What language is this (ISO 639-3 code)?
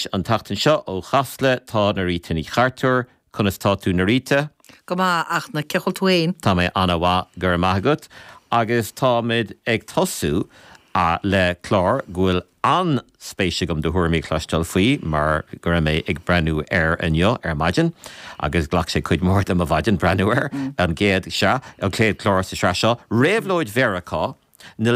gle